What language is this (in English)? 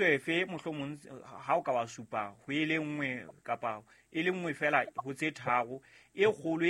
Southern Sotho